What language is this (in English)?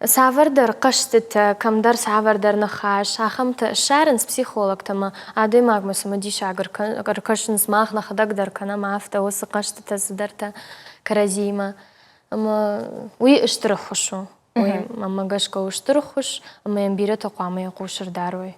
Ossetic